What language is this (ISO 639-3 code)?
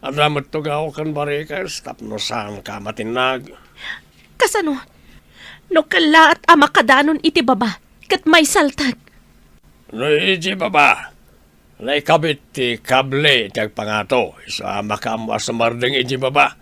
ilo